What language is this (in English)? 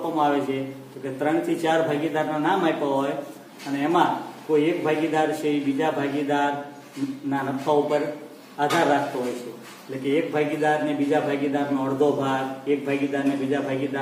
Gujarati